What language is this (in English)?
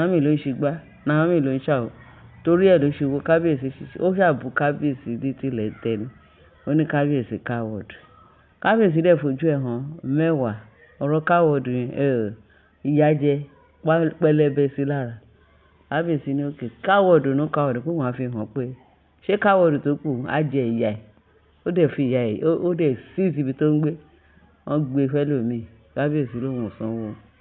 Yoruba